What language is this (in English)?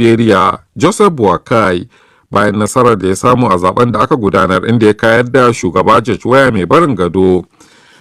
Hausa